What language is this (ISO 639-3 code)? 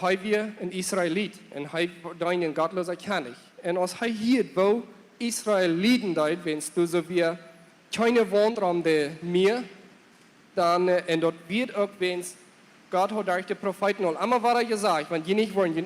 pdt